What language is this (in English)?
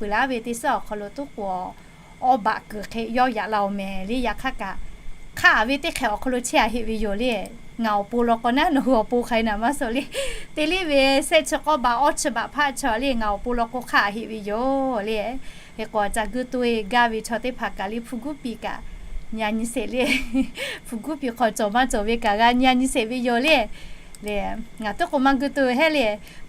Lahu